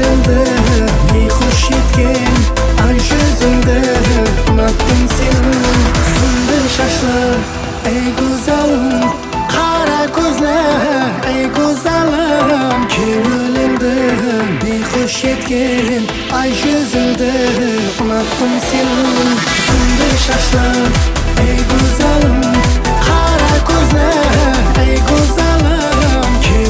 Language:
Kara-Kalpak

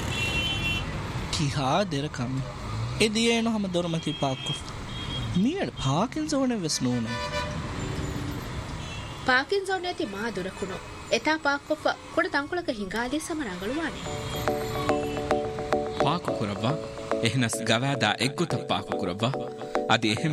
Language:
Divehi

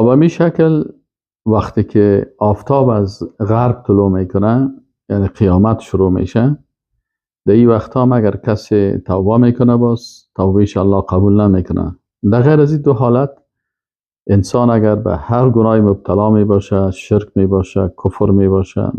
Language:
Persian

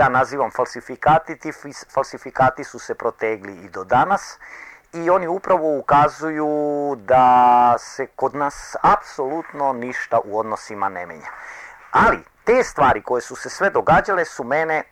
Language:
Serbian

